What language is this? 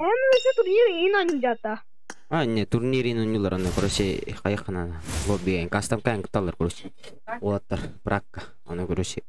Yakut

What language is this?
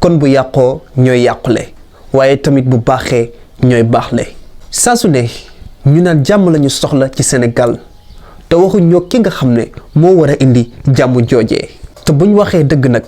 Wolof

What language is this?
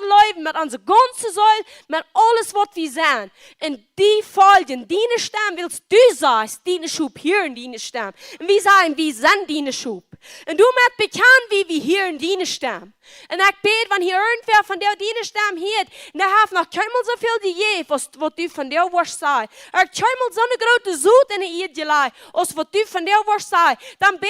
Plautdietsch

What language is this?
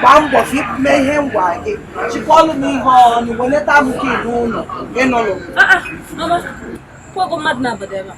Igbo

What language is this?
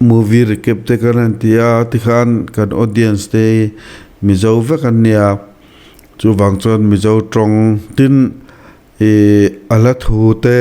Mizo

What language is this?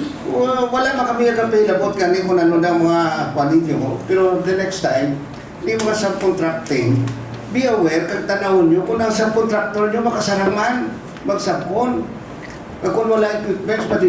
Hiligaynon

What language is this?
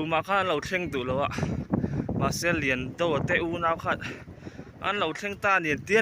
Mizo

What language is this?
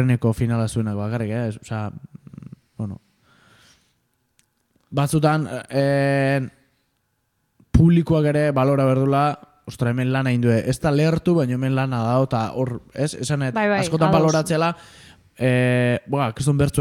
Basque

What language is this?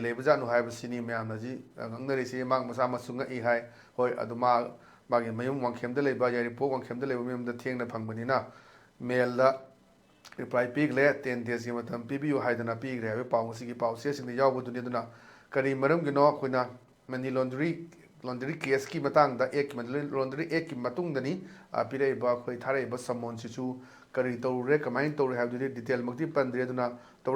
Manipuri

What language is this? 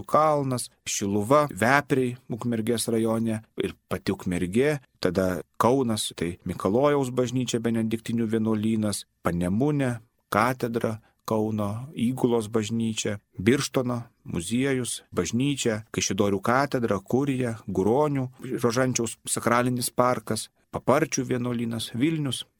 Lithuanian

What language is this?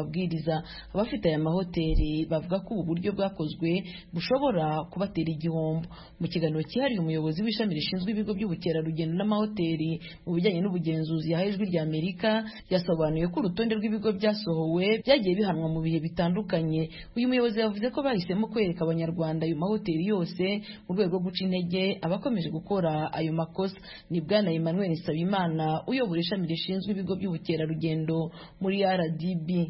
Kinyarwanda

